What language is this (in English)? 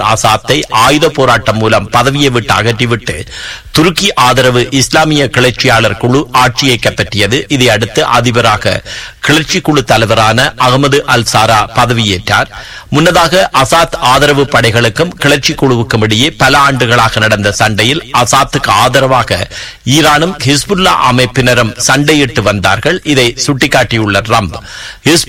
Tamil